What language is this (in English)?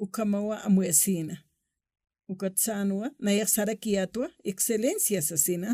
Aymara